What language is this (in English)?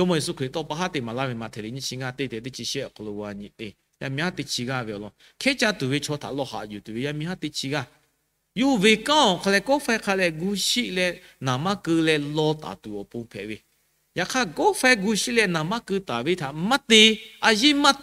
Lahu